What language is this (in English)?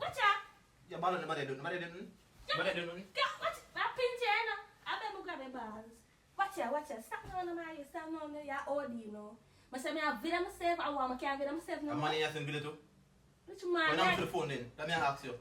Jamaican Creole English